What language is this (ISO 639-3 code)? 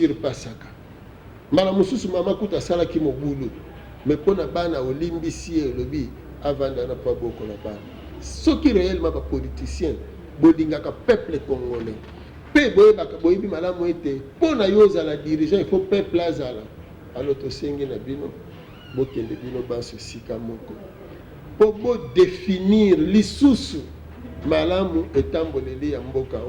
lin